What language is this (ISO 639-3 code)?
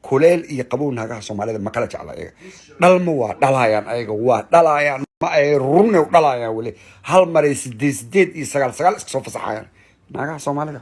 som